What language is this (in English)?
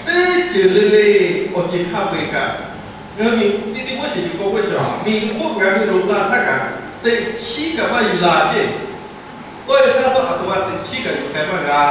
Lahu